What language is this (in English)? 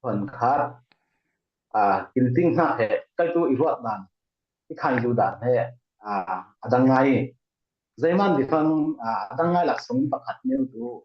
Falam Chin